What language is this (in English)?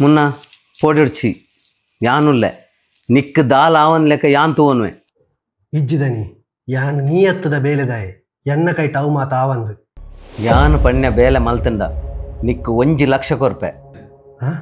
Tulu